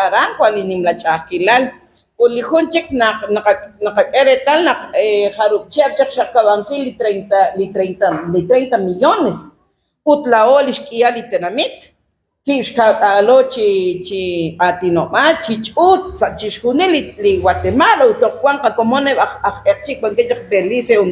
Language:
Kekchí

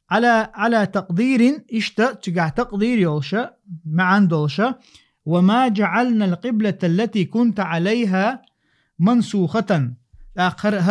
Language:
Chechen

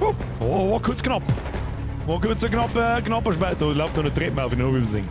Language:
Bavarian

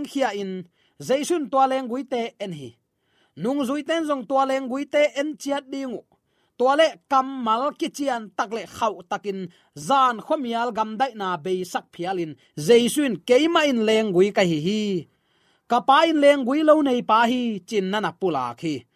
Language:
Tedim Chin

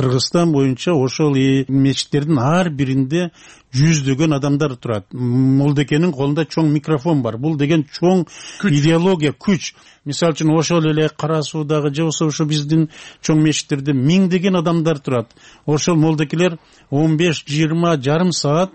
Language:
Kyrgyz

